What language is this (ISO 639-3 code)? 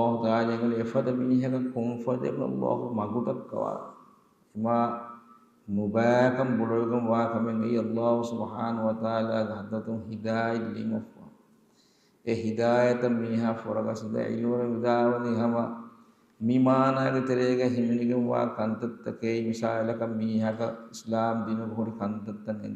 div